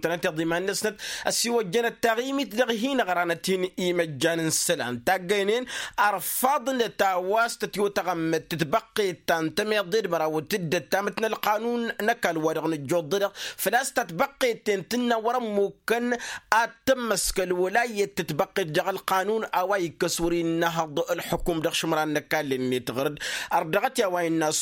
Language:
Tamasheq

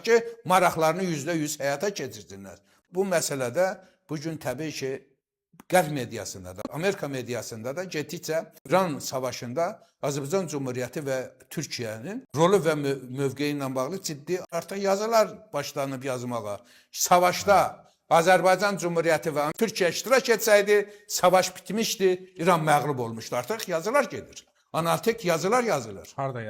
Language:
Azerbaijani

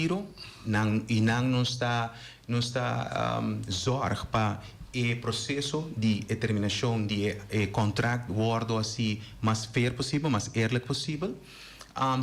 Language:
Papiamento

